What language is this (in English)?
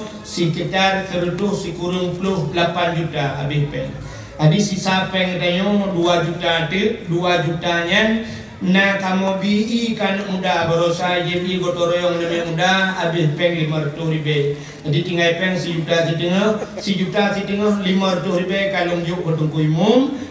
Achinese